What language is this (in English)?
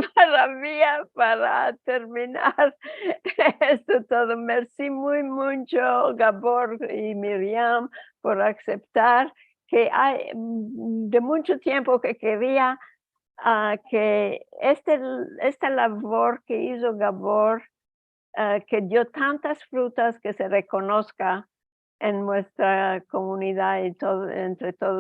Ladino